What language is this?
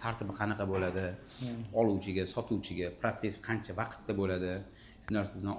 Uzbek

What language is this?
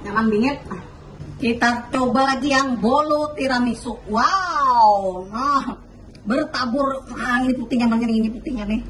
Banjar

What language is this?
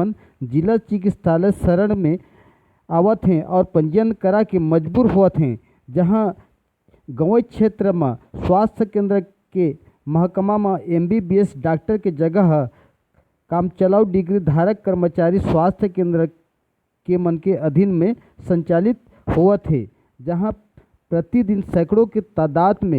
Chhattisgarhi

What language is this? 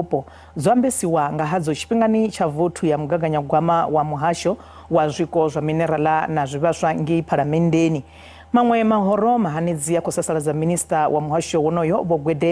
Venda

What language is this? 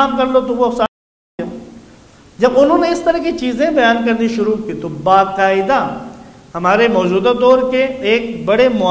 Urdu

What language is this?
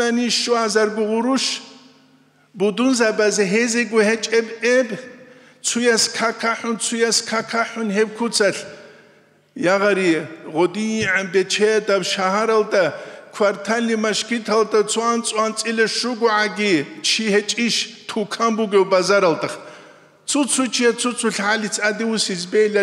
Avaric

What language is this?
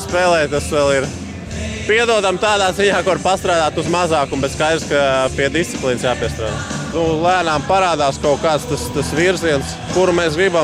Latvian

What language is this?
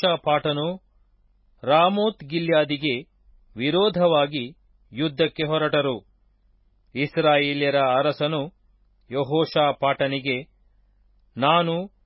Kannada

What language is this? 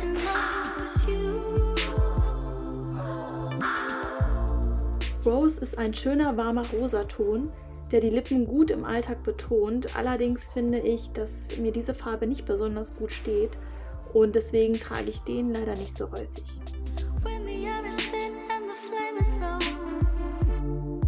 German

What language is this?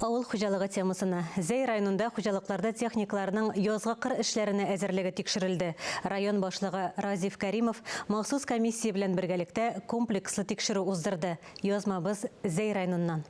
Tatar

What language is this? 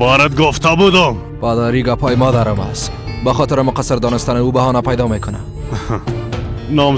Persian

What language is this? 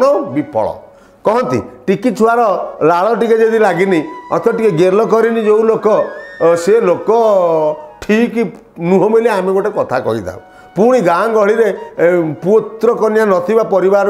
Odia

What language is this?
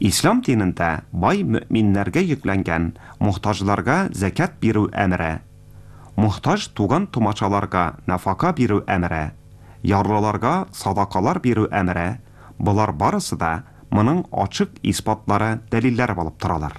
Tatar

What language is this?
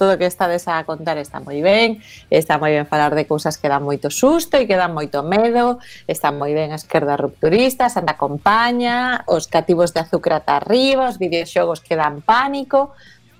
Galician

